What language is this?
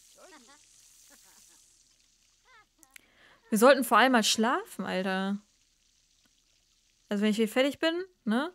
German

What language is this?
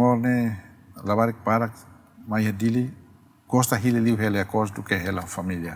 Tetum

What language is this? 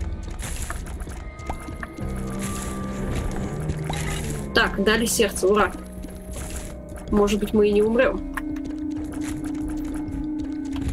Russian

